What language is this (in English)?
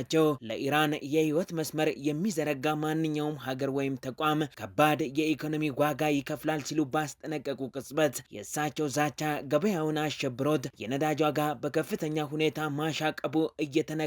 Amharic